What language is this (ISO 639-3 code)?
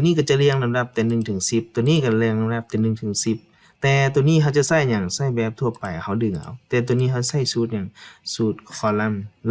lao